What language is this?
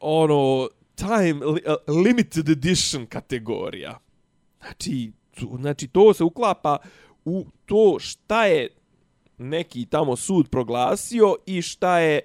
Serbian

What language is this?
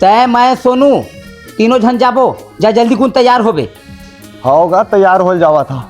Chhattisgarhi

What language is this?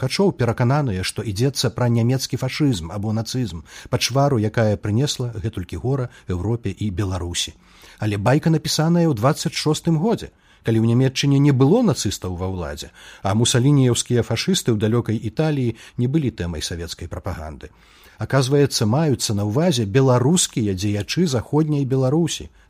Belarusian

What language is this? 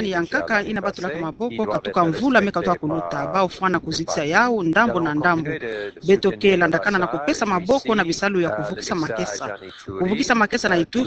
Kituba (Democratic Republic of Congo)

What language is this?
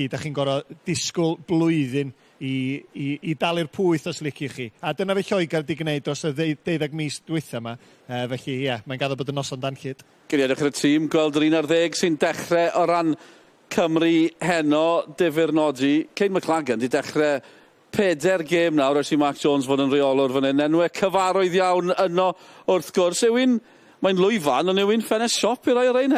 Welsh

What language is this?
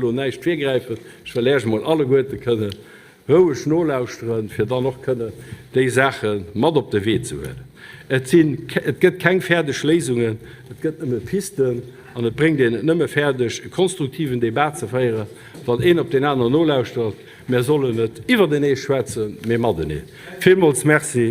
Luxembourgish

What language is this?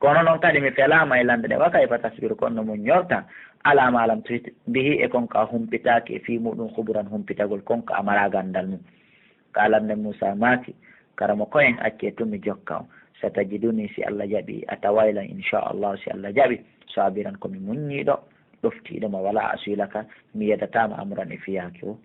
Fula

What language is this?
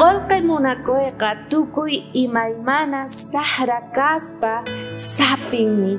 South Bolivian Quechua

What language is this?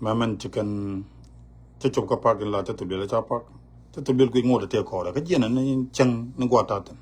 Nuer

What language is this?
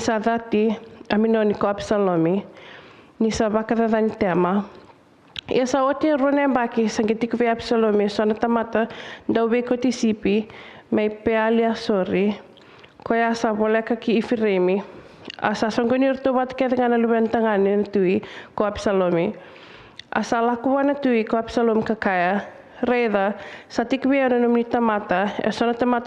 Fijian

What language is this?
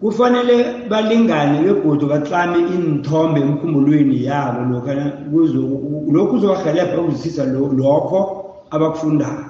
South Ndebele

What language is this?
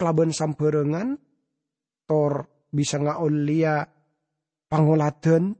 Madurese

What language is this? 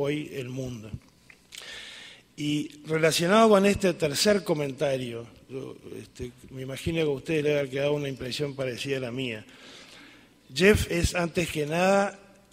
Spanish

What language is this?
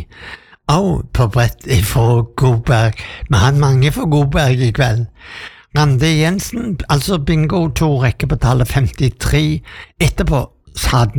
Norwegian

